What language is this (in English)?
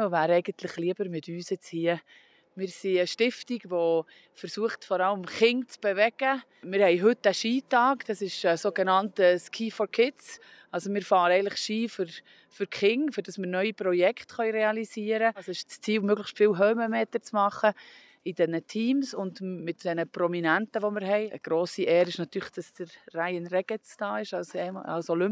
Swiss German